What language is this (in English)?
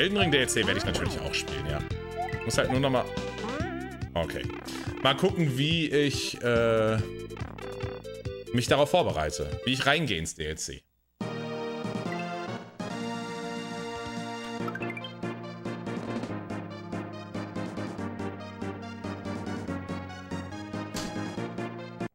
German